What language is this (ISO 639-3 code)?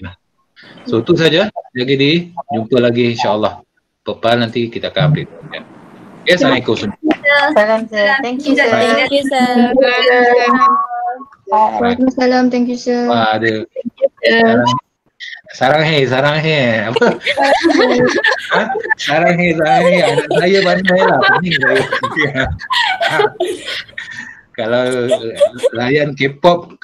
msa